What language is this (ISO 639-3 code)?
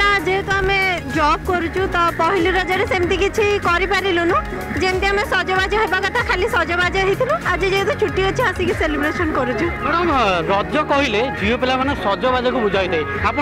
ori